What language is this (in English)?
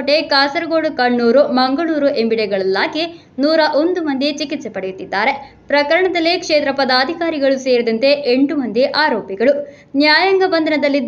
Kannada